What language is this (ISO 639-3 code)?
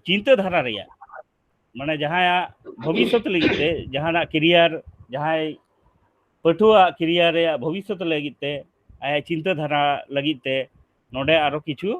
sat